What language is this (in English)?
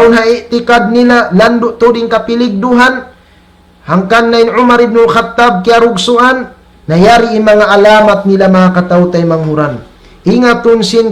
Tausug